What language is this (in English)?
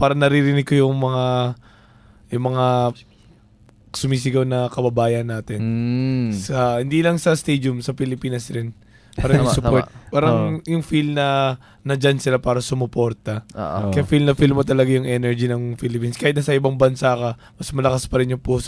Filipino